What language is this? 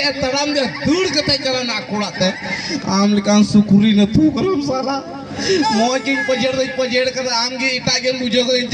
Santali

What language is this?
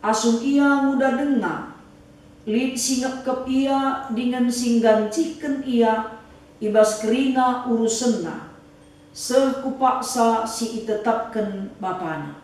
Batak Karo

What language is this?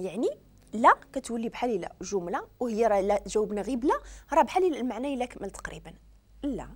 Moroccan Arabic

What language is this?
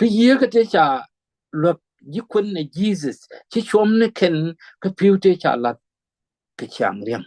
Nuer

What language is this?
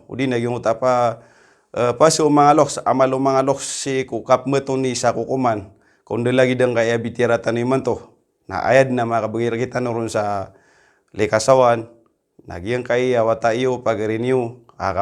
Maranao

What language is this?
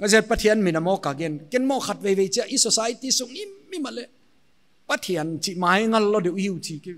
Paite Chin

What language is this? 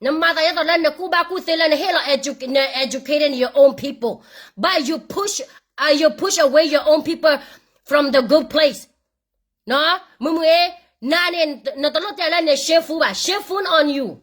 S'gaw Karen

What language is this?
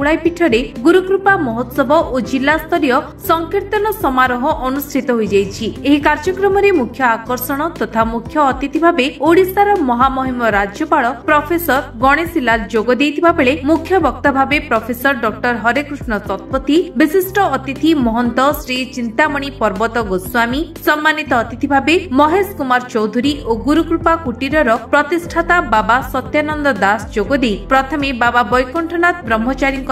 Odia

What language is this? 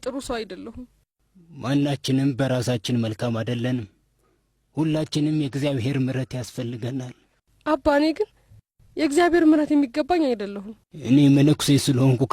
Amharic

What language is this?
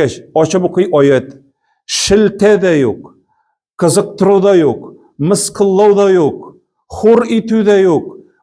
Tatar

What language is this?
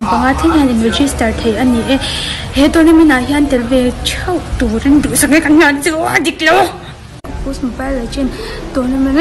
Mizo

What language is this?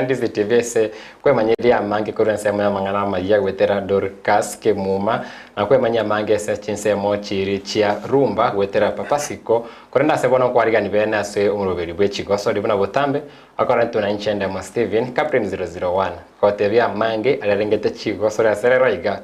Gusii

